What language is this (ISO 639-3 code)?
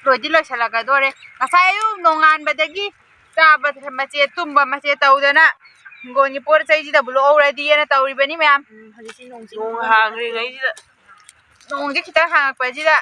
mni